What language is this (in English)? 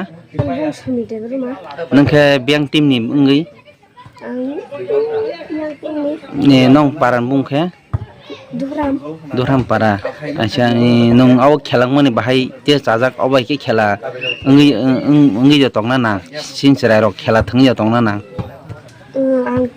Kok Borok